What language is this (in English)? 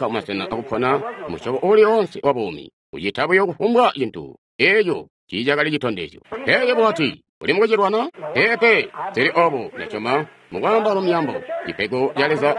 Tonga (Zambia)